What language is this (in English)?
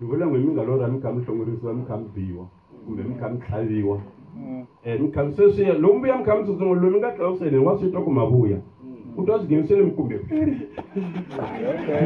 Tsonga